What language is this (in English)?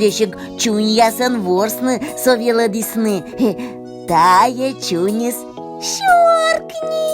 Komi